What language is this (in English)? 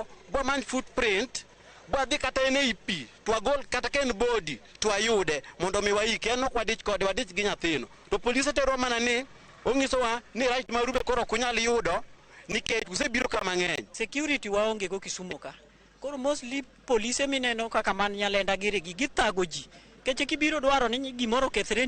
Luo (Kenya and Tanzania)